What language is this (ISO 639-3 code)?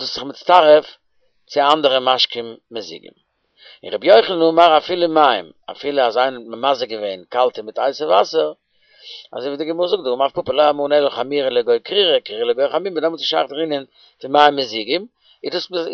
yid